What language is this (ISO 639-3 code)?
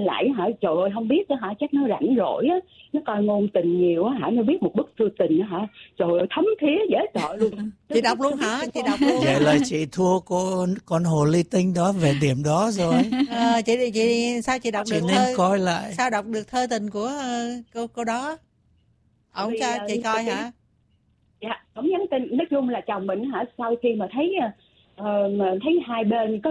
vie